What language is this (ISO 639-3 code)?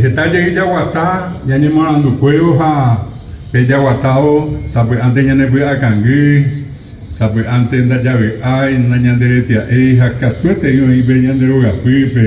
grn